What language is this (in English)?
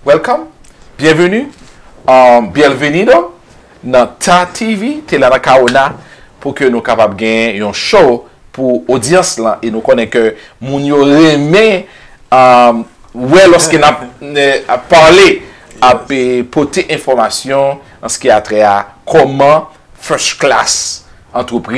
Haitian Creole